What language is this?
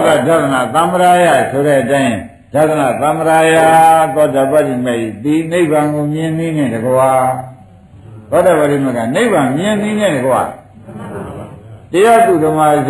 Burmese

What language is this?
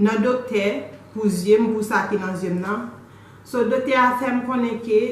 Haitian Creole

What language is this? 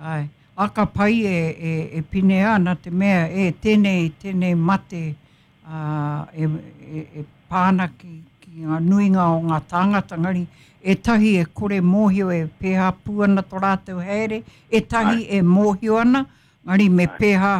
Māori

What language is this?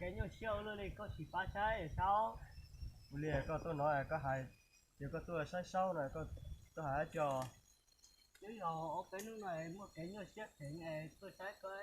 Hmong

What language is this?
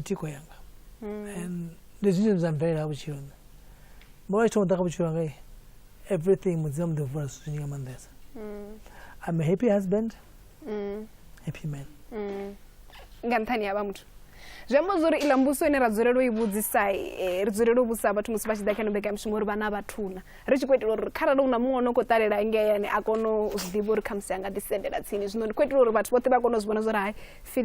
Venda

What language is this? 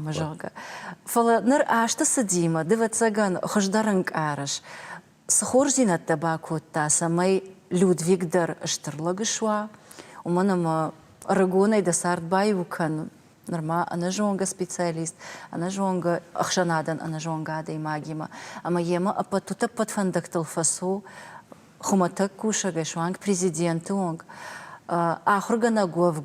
Ossetic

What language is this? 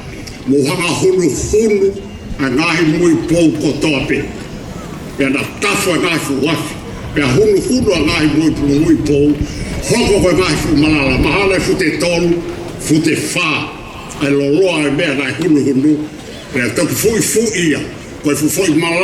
Tongan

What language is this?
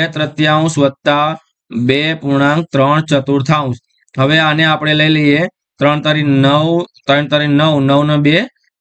Gujarati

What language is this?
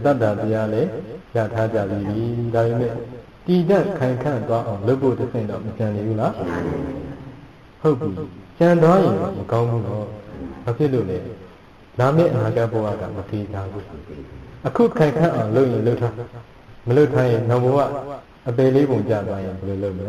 Burmese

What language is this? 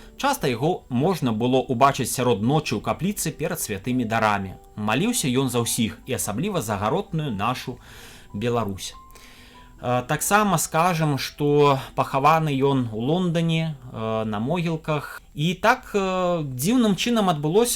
Belarusian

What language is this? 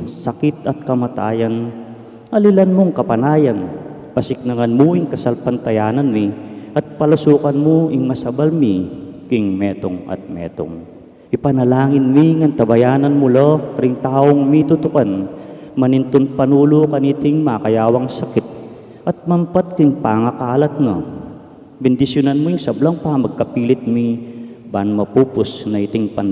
Pampanga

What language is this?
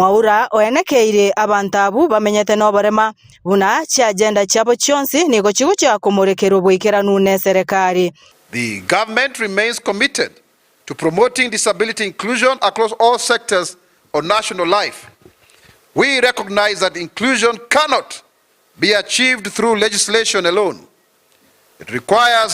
Gusii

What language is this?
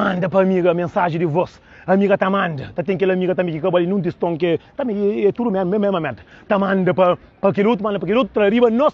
Kabuverdianu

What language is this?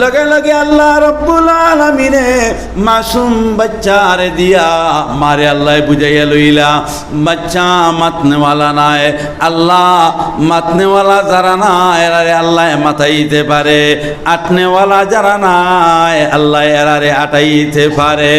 Sylheti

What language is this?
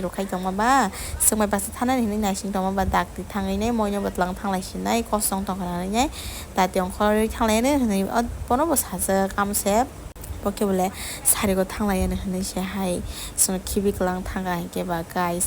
Kok Borok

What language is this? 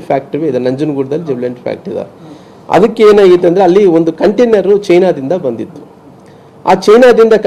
Kannada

